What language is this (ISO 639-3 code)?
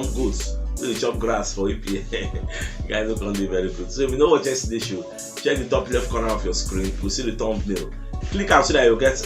pcm